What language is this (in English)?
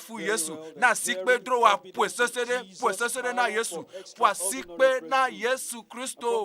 Ewe